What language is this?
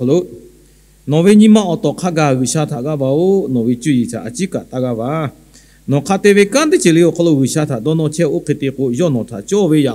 Lahu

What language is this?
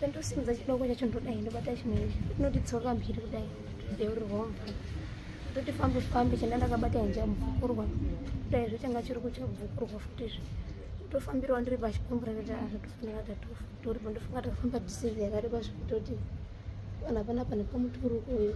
Shona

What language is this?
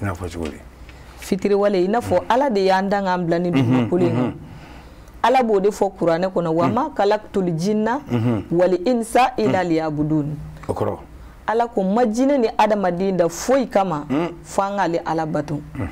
Bambara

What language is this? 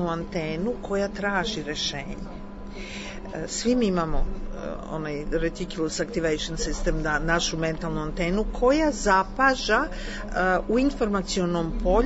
Serbian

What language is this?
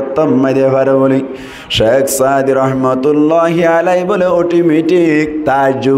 Rohingya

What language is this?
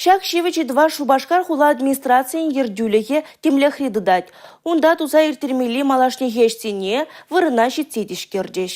Chuvash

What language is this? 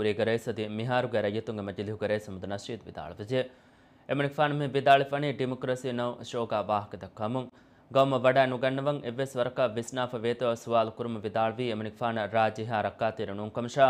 Divehi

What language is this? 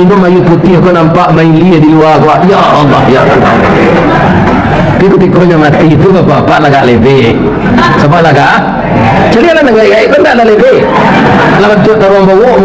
Minangkabau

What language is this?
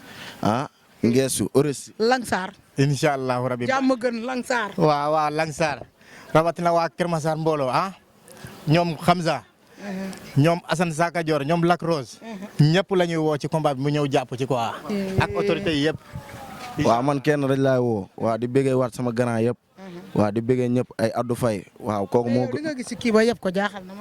Wolof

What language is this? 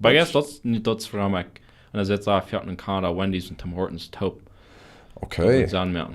Plautdietsch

